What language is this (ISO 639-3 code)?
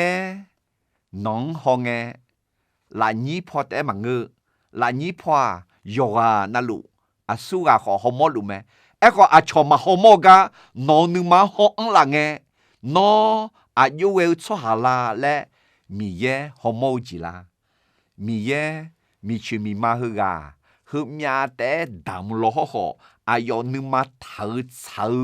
ahk